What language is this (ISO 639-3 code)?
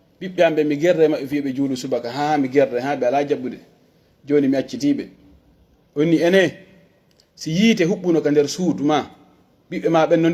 fuf